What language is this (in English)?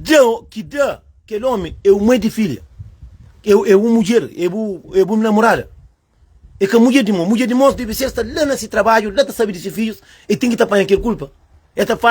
Kabuverdianu